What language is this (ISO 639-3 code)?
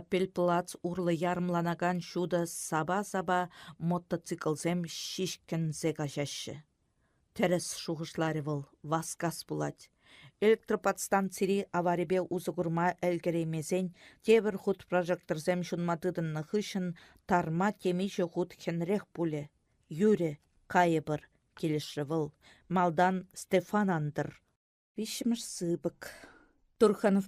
chv